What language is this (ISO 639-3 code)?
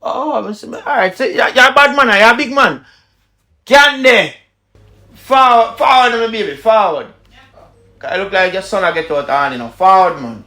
jam